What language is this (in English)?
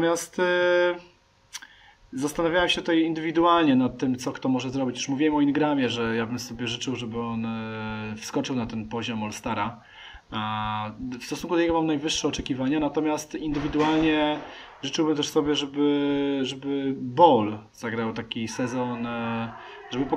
Polish